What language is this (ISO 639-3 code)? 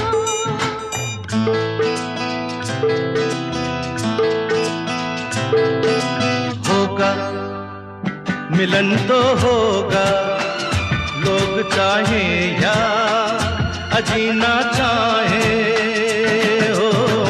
hin